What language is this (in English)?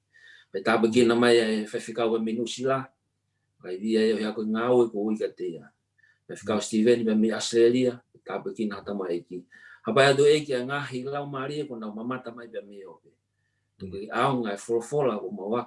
Tongan